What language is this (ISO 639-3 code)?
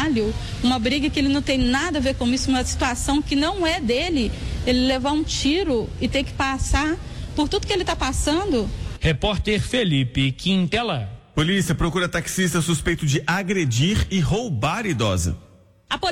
por